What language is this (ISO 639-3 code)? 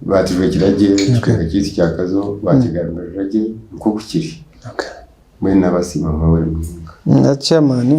nyn